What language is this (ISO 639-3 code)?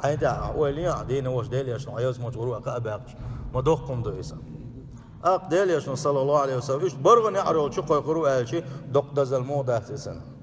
che